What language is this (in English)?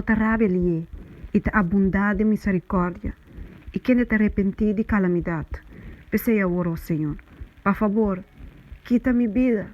Papiamento